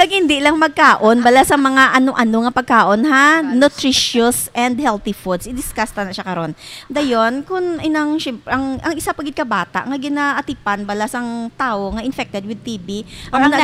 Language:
Hiligaynon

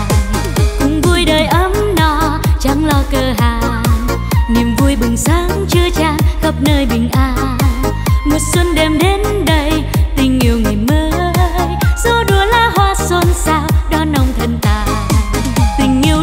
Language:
Vietnamese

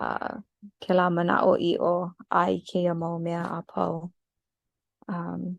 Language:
Hawaiian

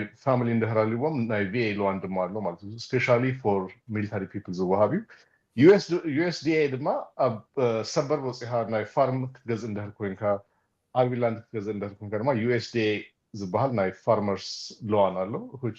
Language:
Tigrinya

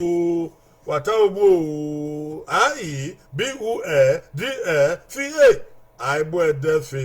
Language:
Bini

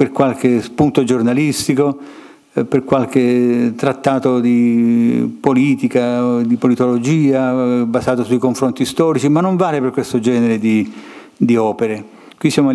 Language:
Italian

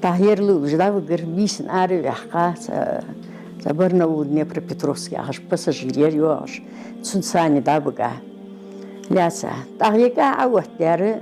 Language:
Ingush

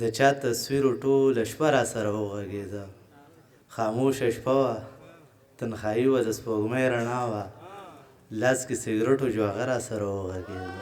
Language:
Pashto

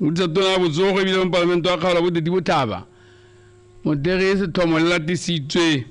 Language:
Tswana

